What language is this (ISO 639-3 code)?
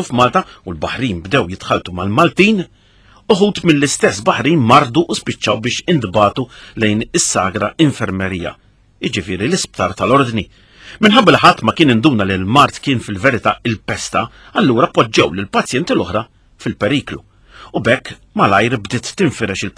mlt